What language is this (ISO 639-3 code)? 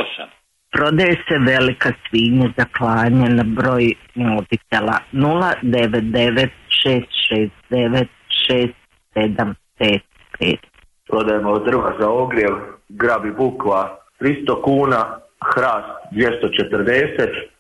hrv